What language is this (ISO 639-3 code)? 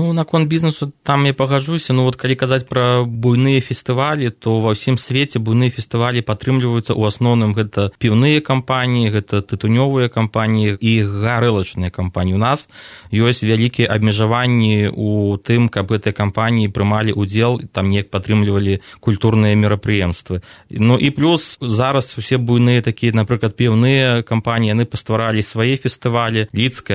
bel